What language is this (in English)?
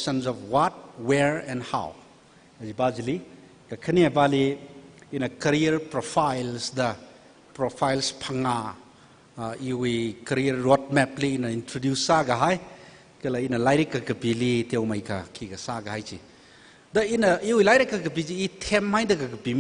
Tangkhul Naga (India)